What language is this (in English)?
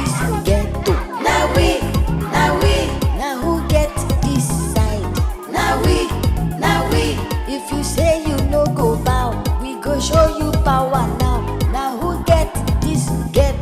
Nigerian Pidgin